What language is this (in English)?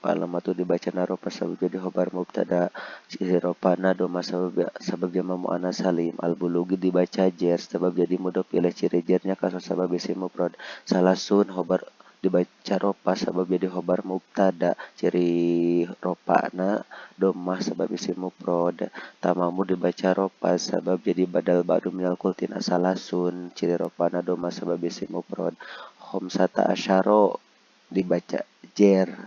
Sundanese